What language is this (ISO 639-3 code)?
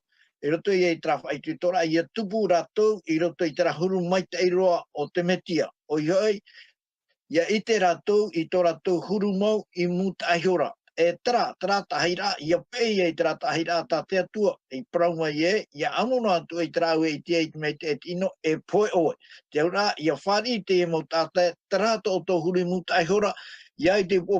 tah